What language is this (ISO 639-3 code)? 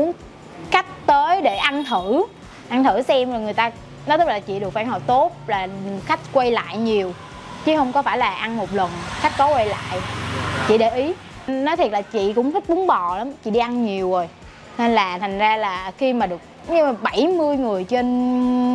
vie